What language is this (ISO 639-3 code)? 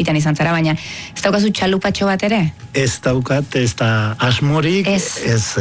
eus